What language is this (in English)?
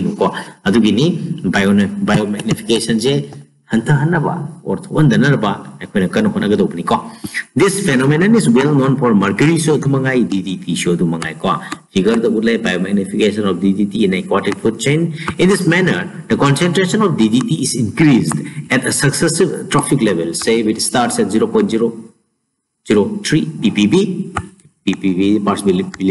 Manipuri